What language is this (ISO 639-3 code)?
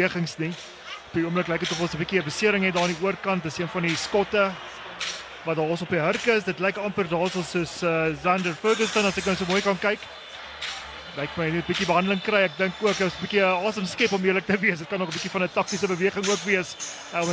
afr